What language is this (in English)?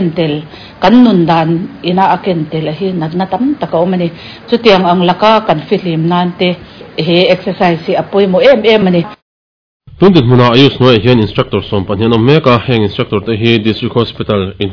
Mizo